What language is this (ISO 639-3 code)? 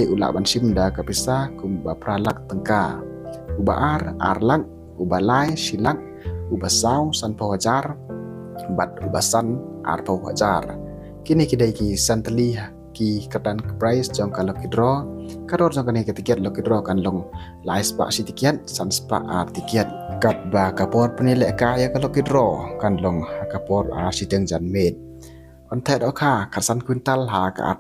kha